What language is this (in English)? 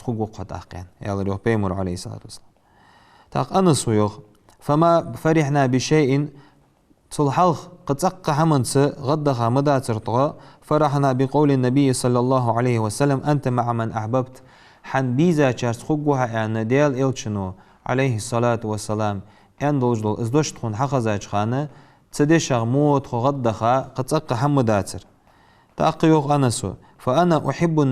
Ingush